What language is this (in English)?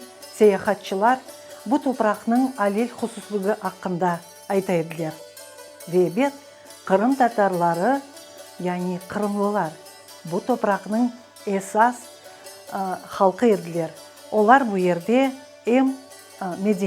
Crimean Tatar